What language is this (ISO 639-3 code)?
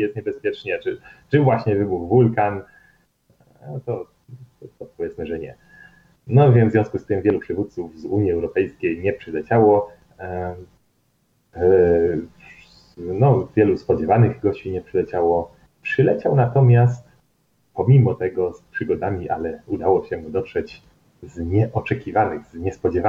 pol